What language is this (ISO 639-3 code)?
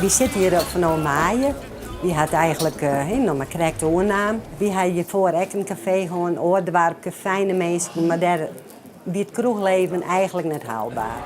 fry